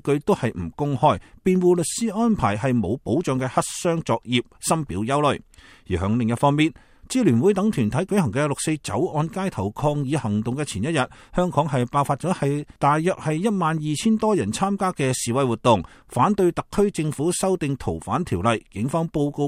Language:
Cantonese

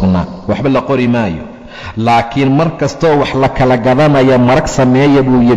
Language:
Somali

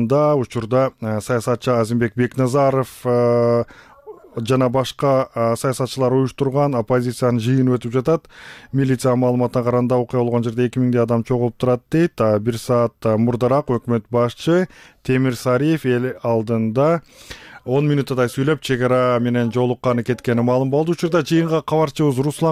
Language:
Kyrgyz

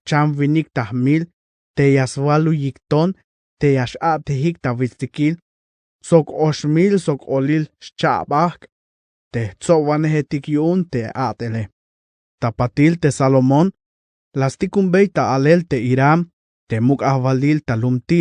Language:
Tzeltal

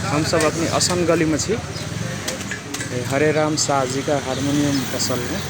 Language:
Maithili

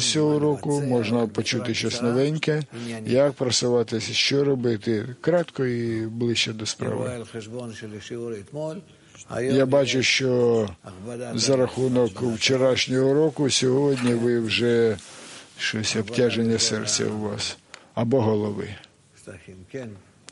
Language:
Ukrainian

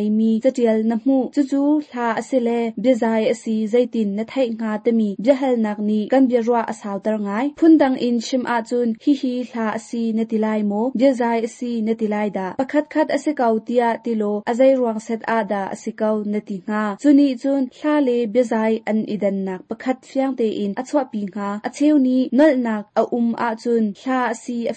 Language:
Hakha Chin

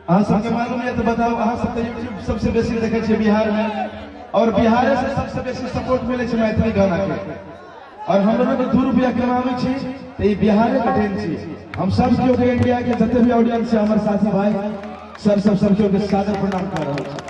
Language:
Maithili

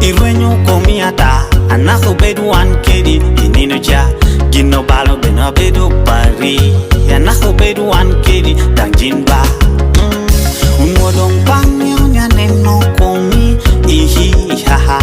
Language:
Lango (Uganda)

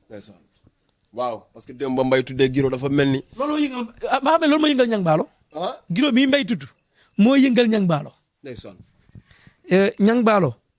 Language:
Wolof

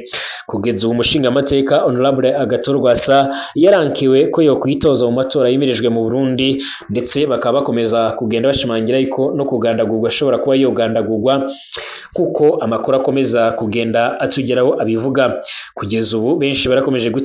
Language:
Rundi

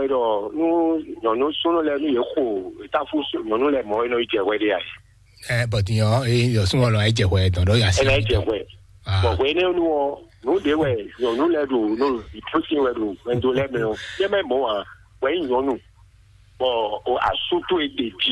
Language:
Fon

